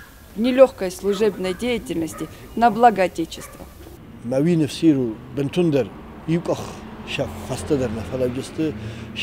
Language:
Ossetic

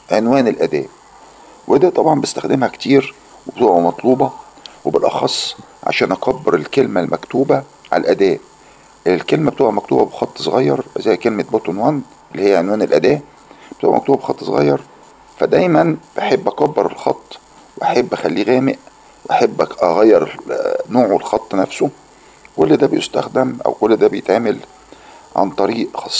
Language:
Egyptian Arabic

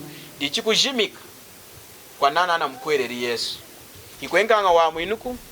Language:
Lunda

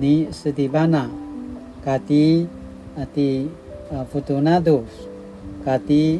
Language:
Paiwan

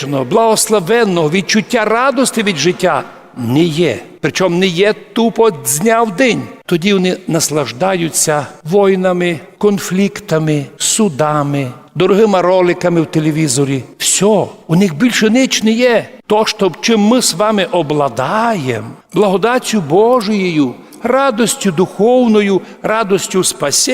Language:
Rusyn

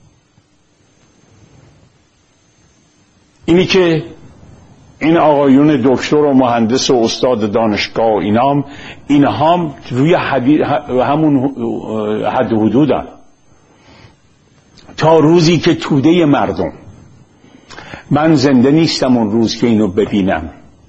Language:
Persian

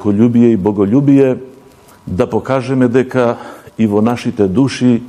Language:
Macedonian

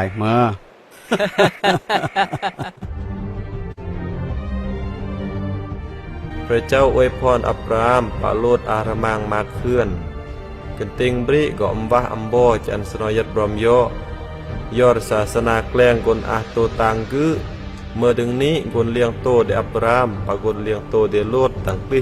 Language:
Khmu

